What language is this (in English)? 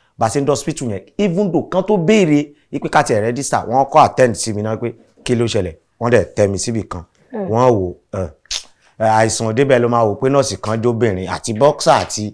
Yoruba